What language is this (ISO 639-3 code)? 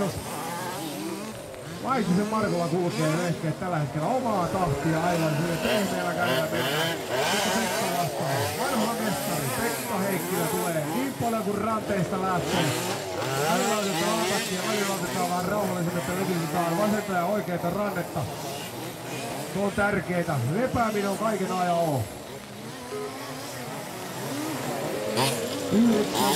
fin